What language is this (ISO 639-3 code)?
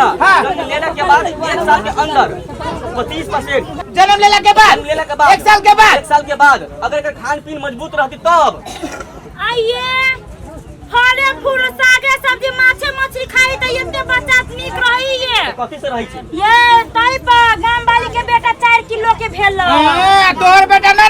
mai